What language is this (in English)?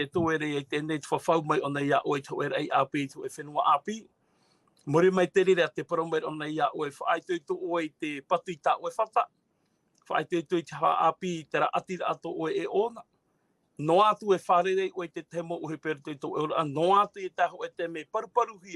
Tahitian